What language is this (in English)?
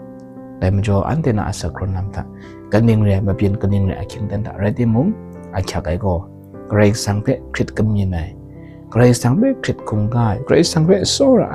Kachin